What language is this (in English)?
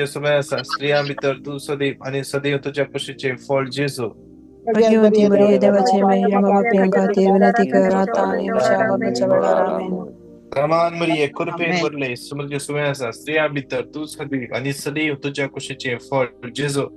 Konkani